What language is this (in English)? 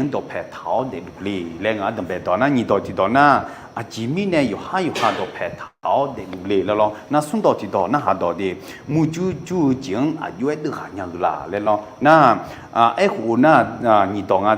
Akha